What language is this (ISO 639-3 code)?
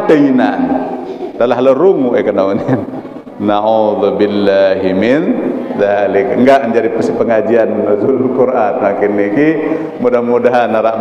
sas